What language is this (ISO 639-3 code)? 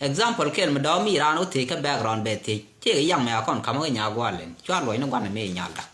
nus